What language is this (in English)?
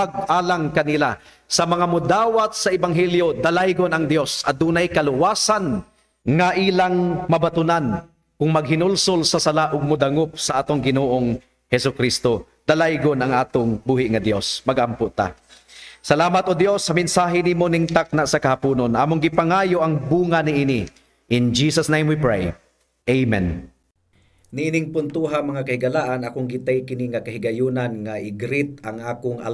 Cebuano